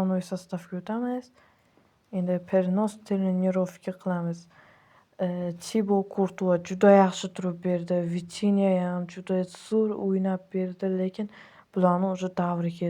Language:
Uzbek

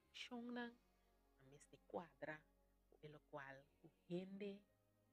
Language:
Papiamento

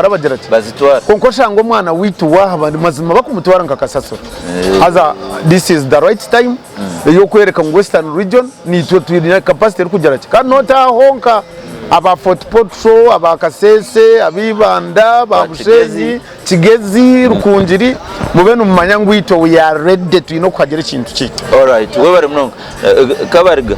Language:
Nyankole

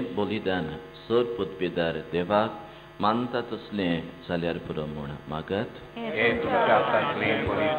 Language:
Konkani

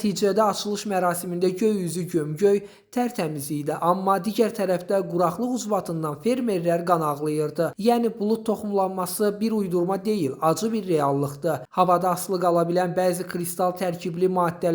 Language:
Azerbaijani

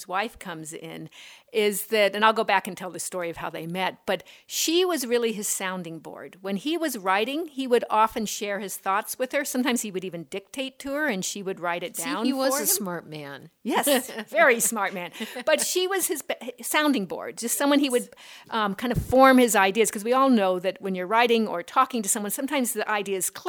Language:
English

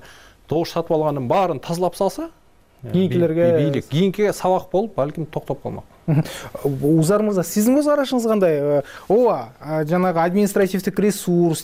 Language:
Kyrgyz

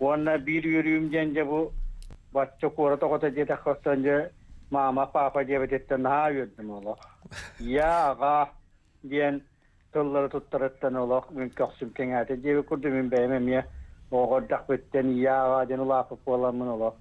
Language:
Yakut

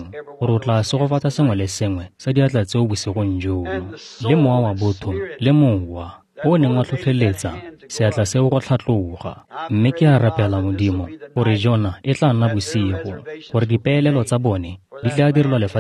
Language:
Tswana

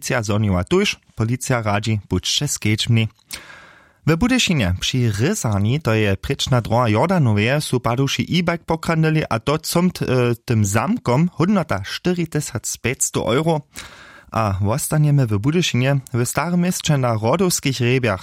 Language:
Upper Sorbian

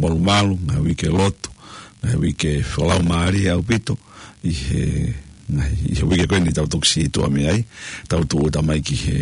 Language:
Tongan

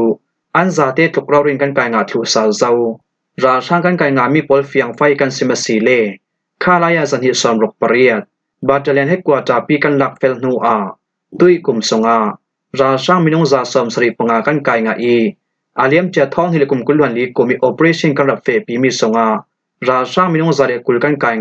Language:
Falam Chin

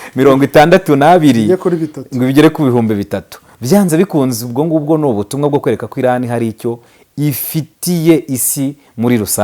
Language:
Kinyarwanda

